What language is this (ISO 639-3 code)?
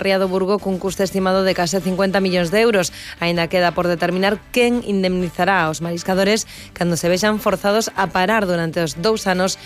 glg